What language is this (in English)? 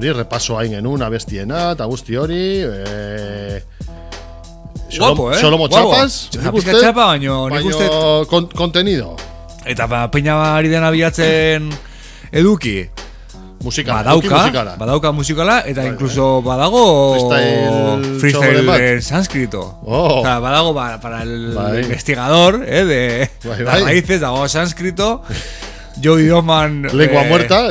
Basque